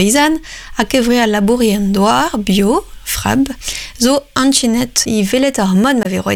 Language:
Breton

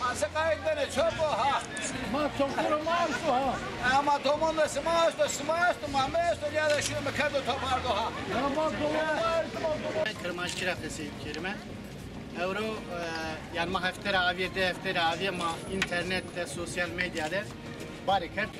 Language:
Zaza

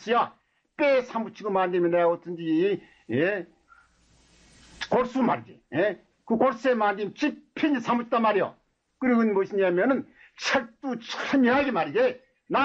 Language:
Korean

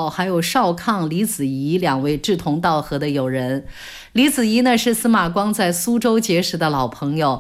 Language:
Chinese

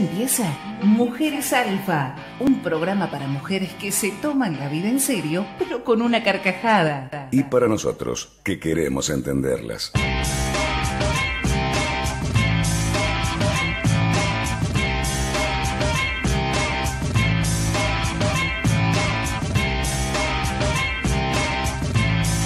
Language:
Spanish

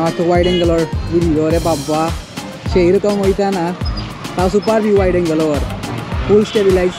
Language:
Sylheti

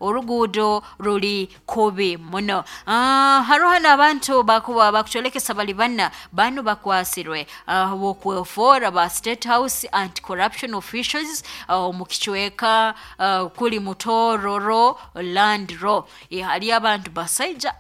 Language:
Nyoro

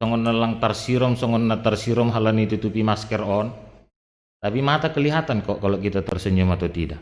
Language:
Batak Simalungun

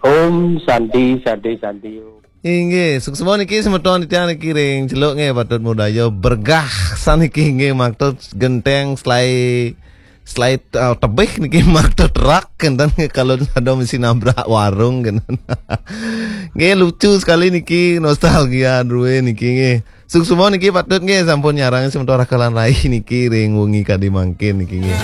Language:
Balinese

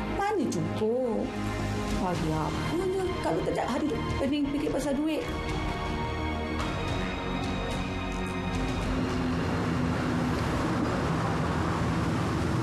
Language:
Malay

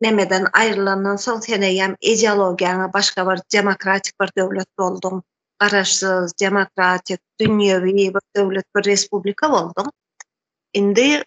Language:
Turkmen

